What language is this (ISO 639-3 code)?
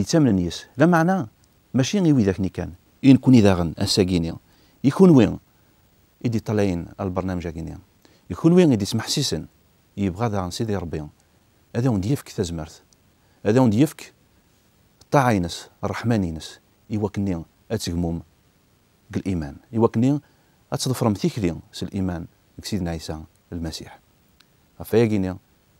kab